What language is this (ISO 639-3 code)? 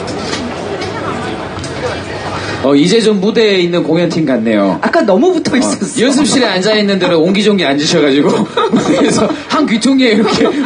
kor